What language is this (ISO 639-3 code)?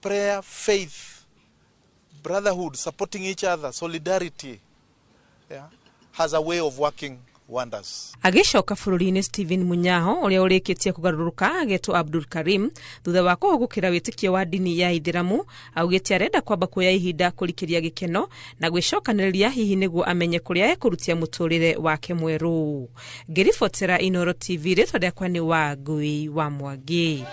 kik